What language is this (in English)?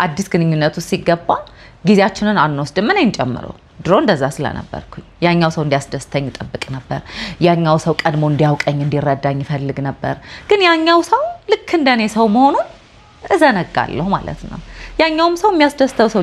Amharic